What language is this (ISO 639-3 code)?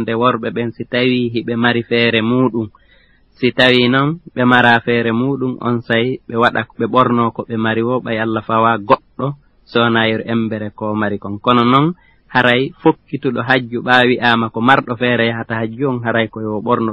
ful